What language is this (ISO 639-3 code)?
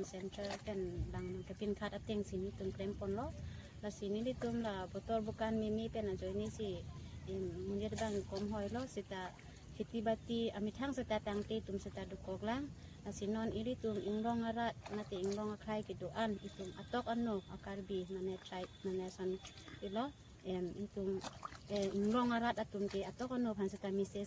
mjw